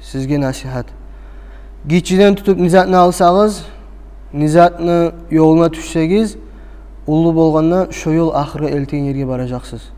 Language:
Kumyk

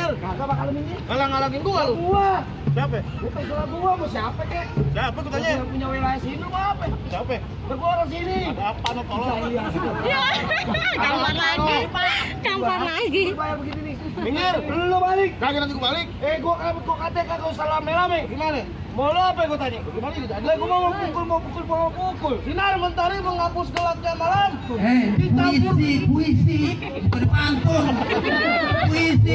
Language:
Betawi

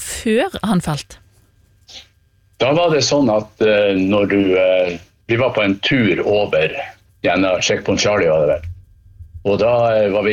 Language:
Norwegian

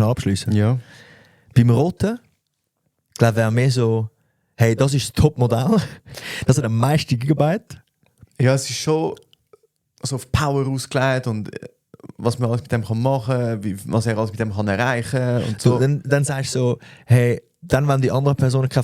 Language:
Swiss German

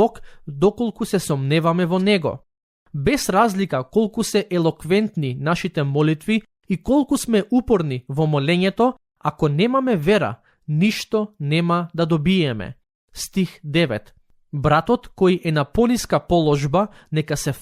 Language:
Macedonian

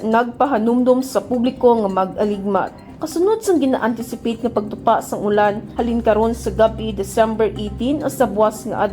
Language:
Hiligaynon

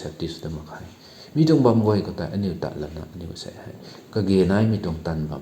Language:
Rongmei Naga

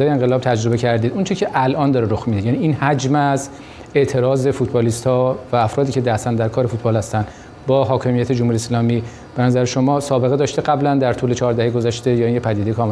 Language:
Persian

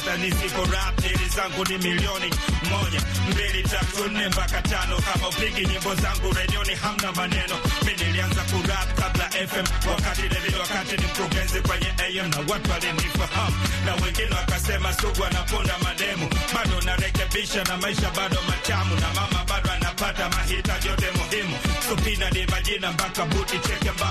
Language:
Swahili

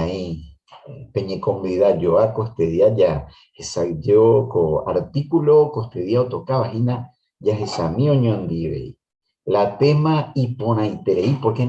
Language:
Guarani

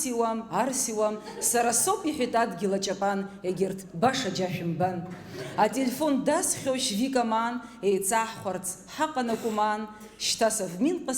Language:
Abkhazian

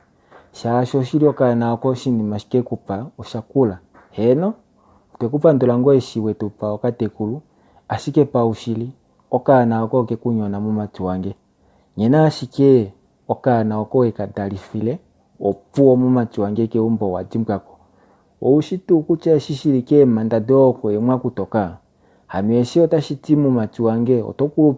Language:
Kuanyama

